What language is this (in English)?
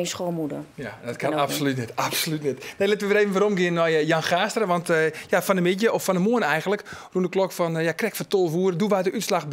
Western Frisian